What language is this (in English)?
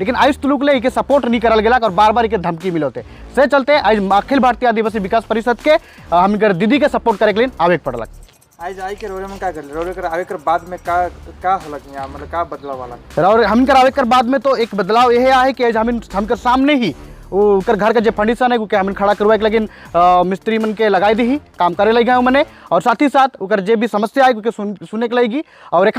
Sadri